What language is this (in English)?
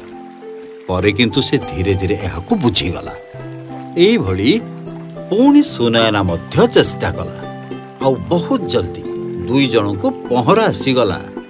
Odia